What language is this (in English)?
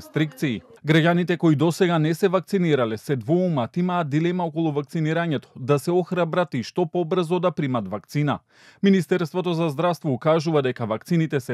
Macedonian